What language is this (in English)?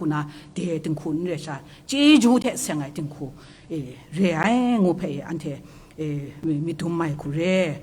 Kachin